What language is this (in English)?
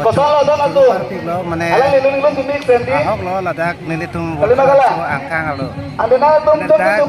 Karbi